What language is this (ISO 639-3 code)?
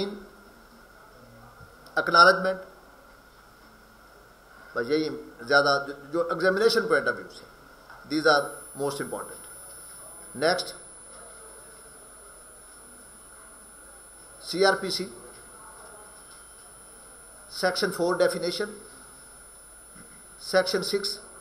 urd